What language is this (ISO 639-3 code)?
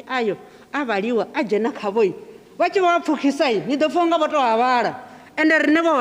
ven